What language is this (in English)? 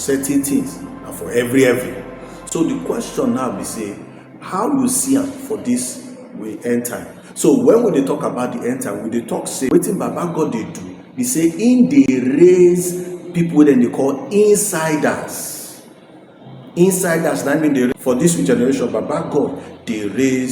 Nigerian Pidgin